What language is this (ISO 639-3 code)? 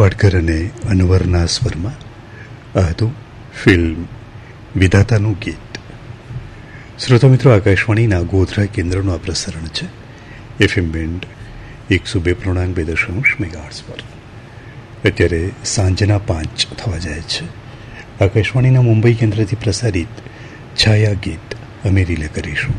guj